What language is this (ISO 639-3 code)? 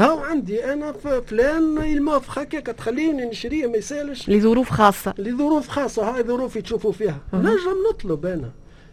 aeb